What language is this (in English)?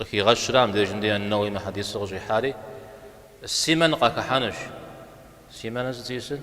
Kabardian